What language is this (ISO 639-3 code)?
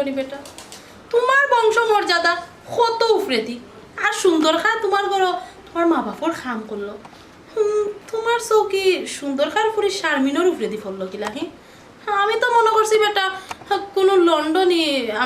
syl